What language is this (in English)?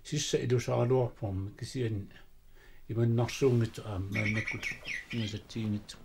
Kalaallisut